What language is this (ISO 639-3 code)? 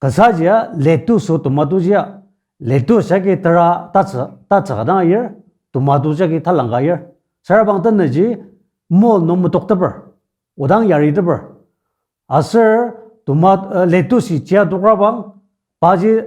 njo